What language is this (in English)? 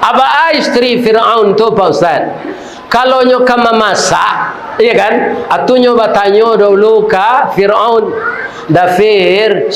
Minangkabau